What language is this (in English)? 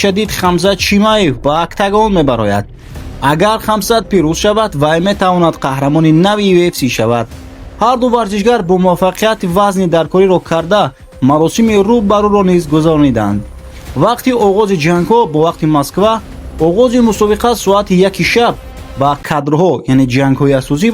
Tajik